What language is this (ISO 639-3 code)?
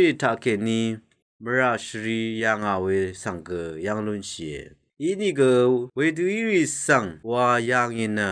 raw